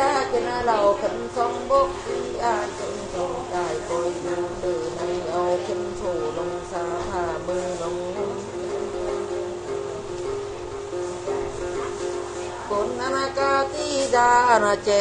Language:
Vietnamese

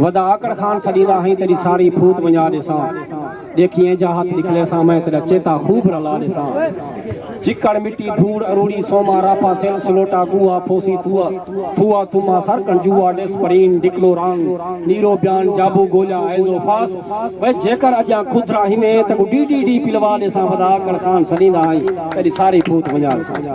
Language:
Saraiki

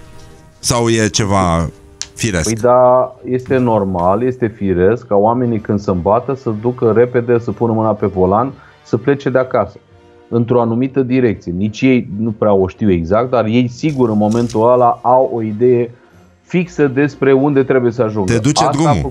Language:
Romanian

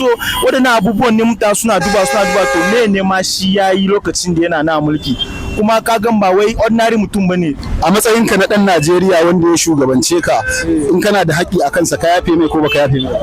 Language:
Hausa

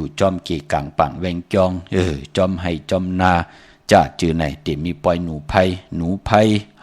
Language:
Shan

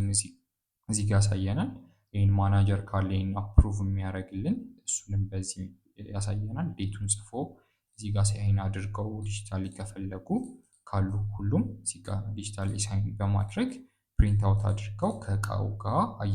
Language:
Amharic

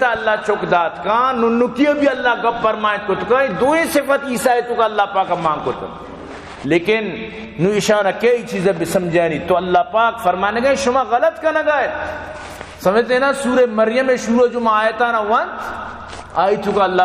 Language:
Baluchi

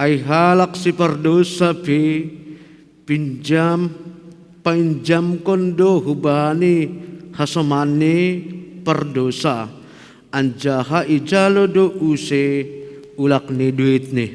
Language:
Batak Simalungun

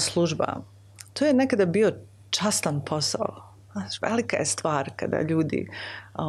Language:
Croatian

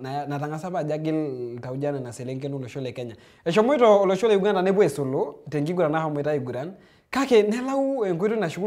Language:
Masai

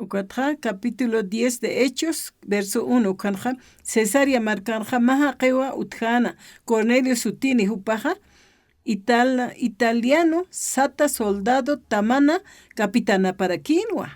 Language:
Aymara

